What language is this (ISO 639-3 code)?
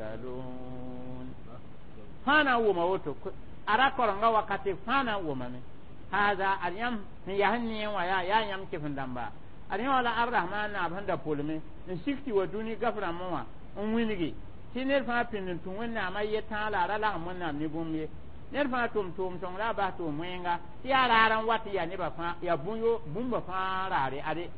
mos